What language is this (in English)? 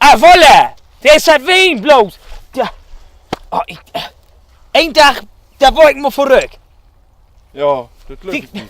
Low German